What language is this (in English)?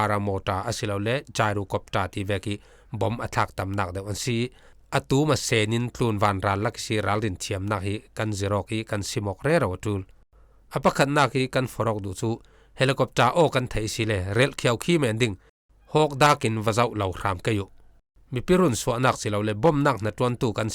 Falam Chin